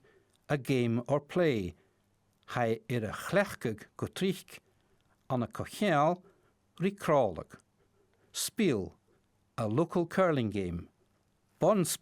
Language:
Scottish Gaelic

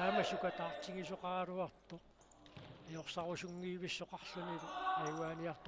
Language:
Kalaallisut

